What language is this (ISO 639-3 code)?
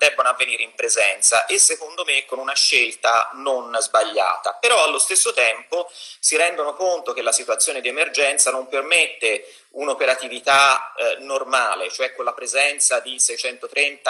ita